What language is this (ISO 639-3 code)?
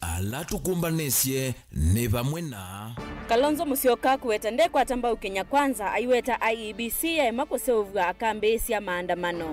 kam